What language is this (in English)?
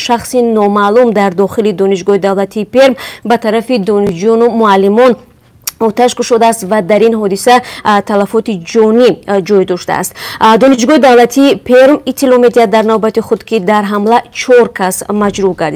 Tajik